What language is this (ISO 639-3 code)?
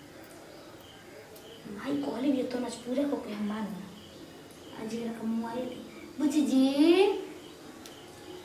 bho